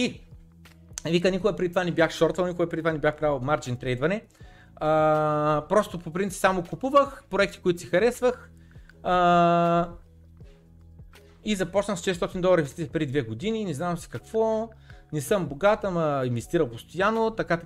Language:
Bulgarian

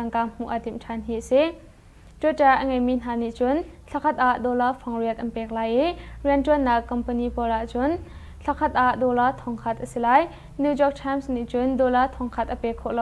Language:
Hakha Chin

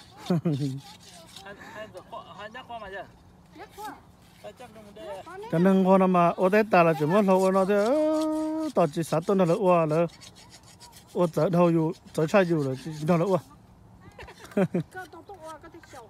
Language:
Vietnamese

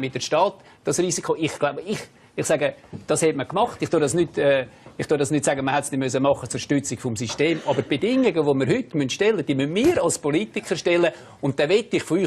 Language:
Swiss German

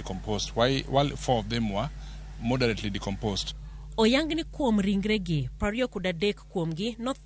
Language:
Luo (Kenya and Tanzania)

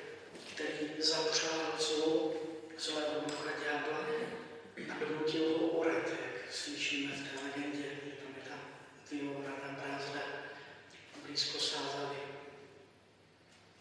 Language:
Czech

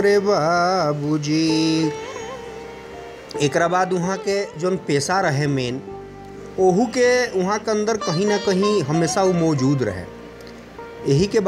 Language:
Bhojpuri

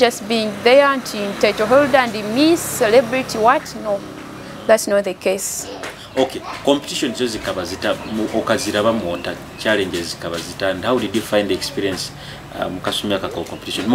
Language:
Nyoro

